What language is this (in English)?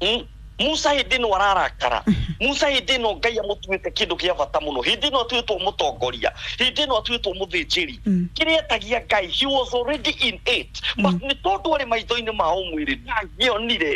Kikuyu